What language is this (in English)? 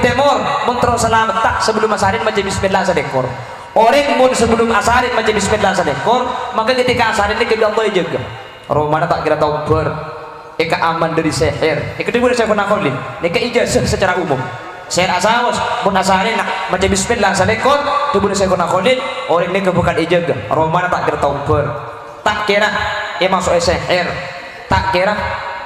Madurese